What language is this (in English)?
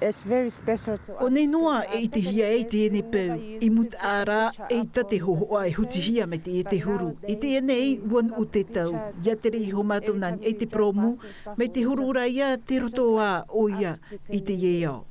Tahitian